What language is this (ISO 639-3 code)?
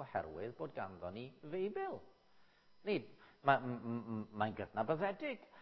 cym